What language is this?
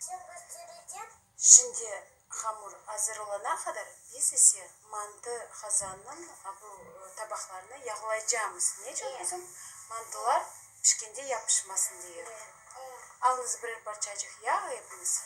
Crimean Tatar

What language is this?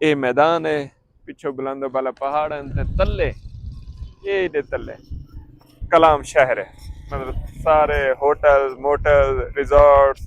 Saraiki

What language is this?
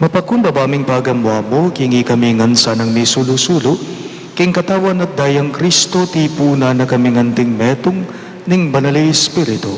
Pampanga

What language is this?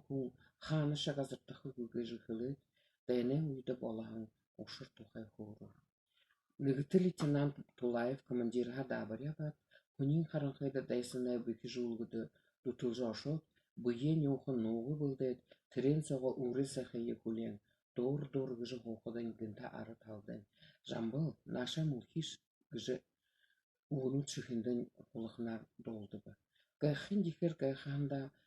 Buriat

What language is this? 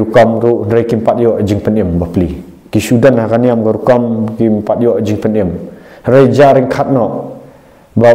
Khasi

